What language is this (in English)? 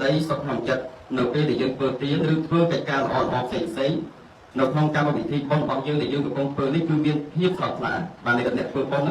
Khmer